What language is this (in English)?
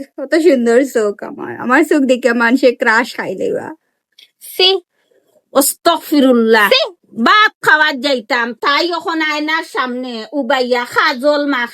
Sylheti